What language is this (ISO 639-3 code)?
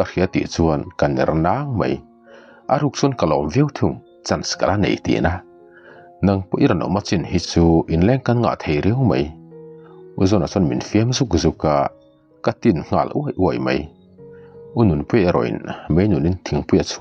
lus